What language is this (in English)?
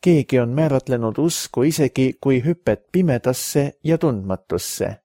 Estonian